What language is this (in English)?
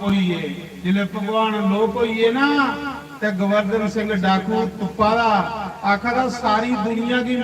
Dogri